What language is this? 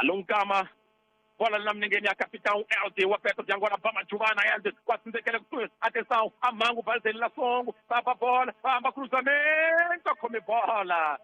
Tsonga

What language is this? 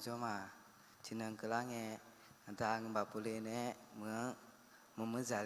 Akha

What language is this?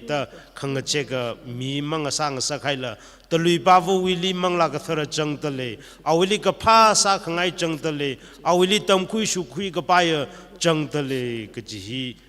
Tangkhul Naga (India)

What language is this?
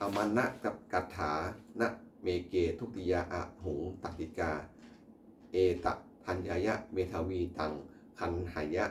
Pali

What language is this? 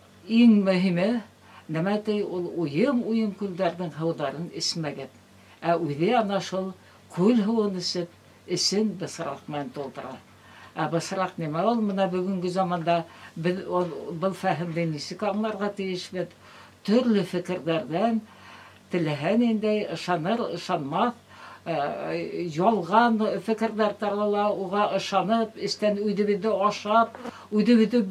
Bashkir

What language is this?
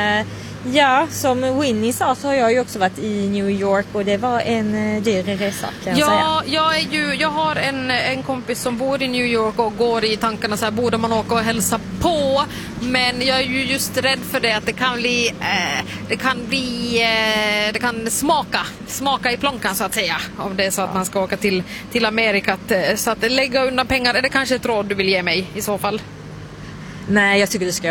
Swedish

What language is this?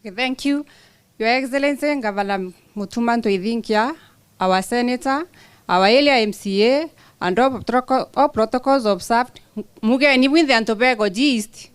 Meru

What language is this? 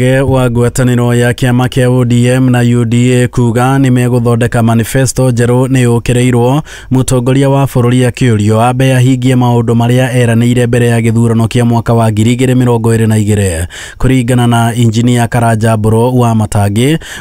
Kikuyu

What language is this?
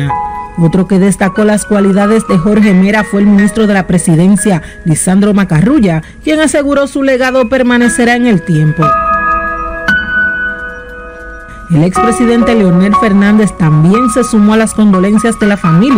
Spanish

